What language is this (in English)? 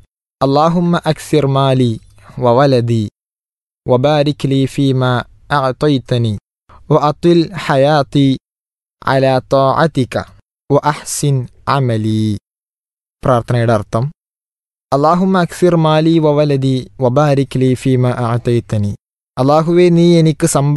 Malayalam